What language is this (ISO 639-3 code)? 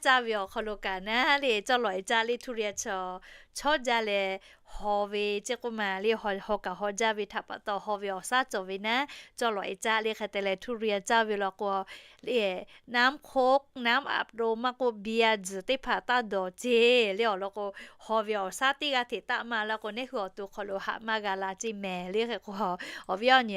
lhu